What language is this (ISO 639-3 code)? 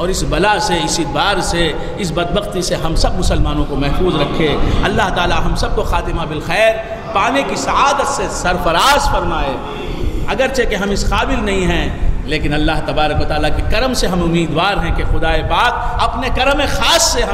urd